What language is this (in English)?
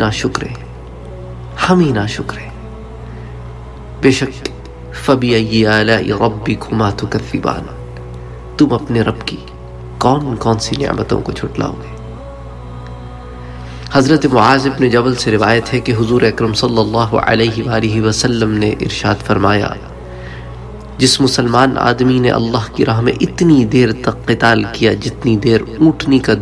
Urdu